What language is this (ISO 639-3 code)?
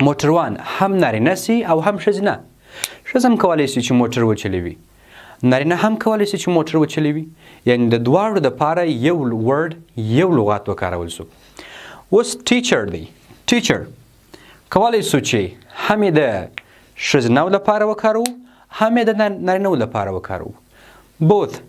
pus